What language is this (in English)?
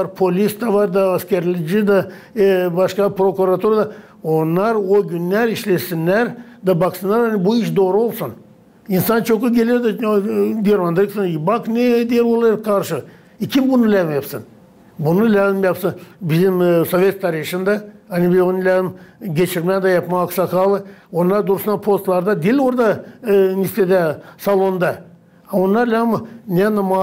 Gagauz